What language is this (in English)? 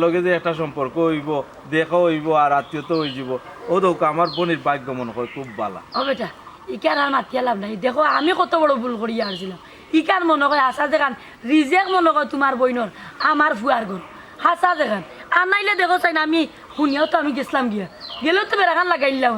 Sylheti